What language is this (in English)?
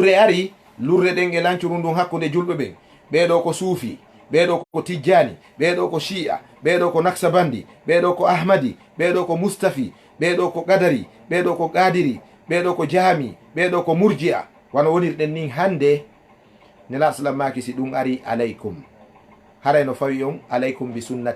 Fula